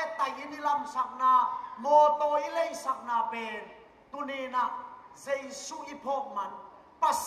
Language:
Tedim Chin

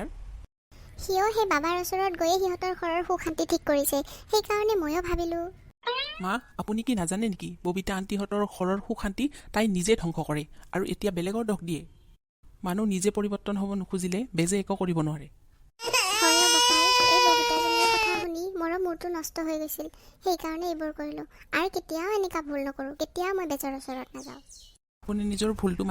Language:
Assamese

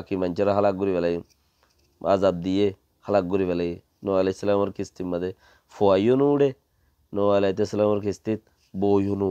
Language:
Rohingya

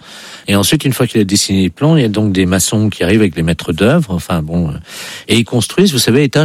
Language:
French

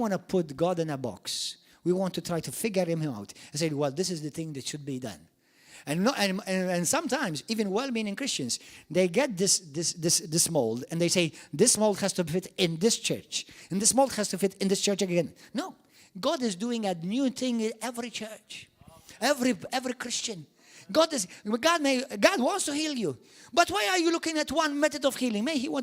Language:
English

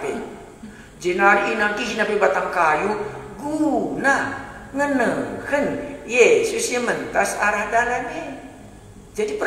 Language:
Batak Karo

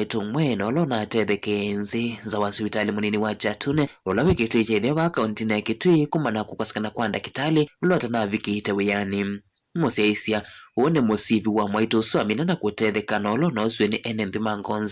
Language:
Kamba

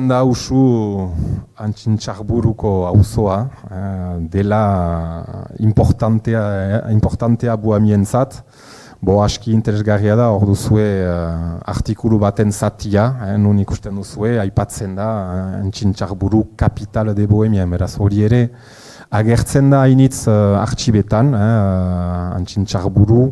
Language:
Basque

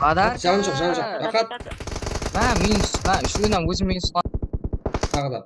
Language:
Kara-Kalpak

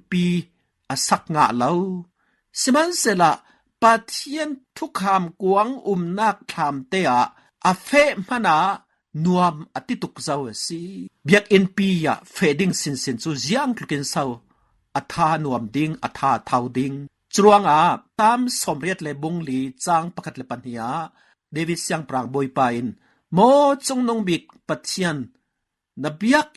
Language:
Falam Chin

